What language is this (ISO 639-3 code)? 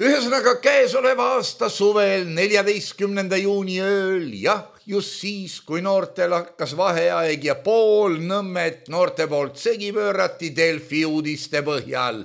est